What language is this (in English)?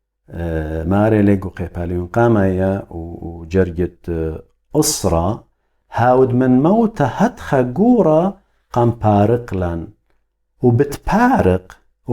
Assyrian Neo-Aramaic